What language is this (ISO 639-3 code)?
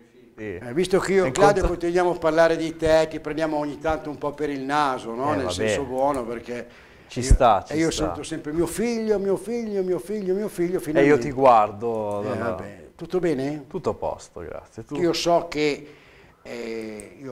ita